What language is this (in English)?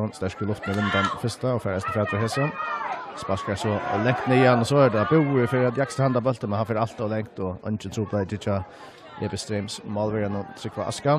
Faroese